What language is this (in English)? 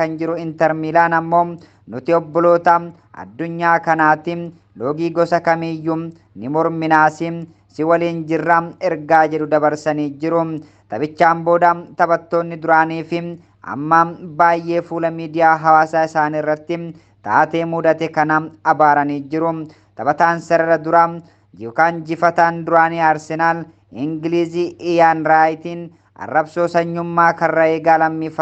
Oromo